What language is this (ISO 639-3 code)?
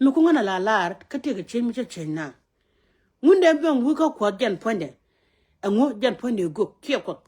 nus